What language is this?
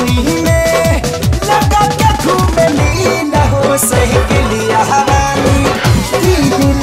Bhojpuri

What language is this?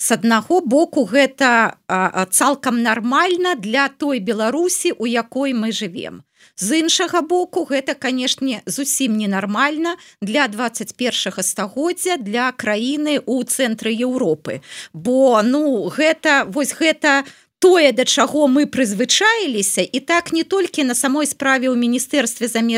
Belarusian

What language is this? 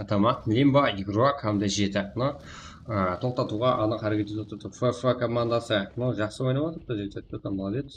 Kara-Kalpak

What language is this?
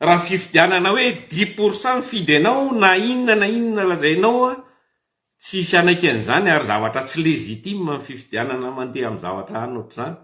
Malagasy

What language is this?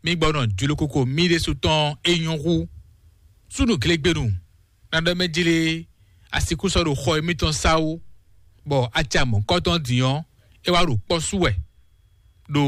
Fon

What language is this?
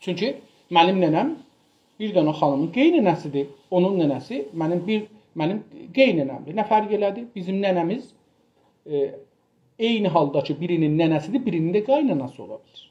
South Azerbaijani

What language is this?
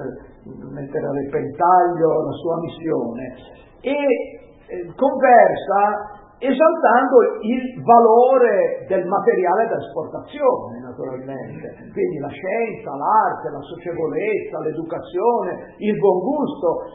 Italian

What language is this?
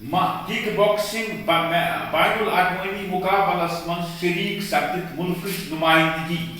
Kashmiri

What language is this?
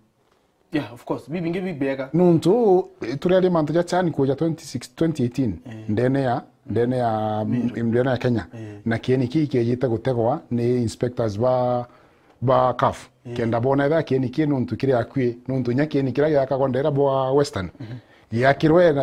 Meru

